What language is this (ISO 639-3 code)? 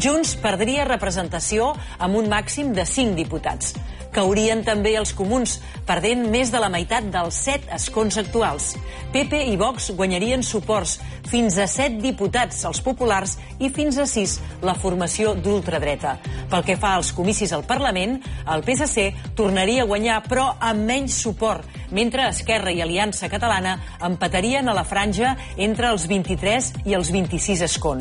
cat